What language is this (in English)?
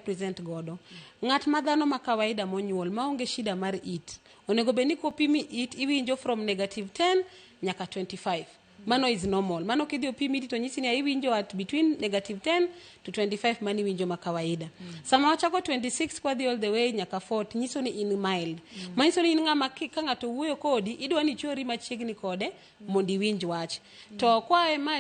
Luo (Kenya and Tanzania)